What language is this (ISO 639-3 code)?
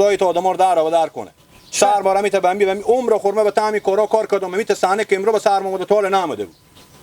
haz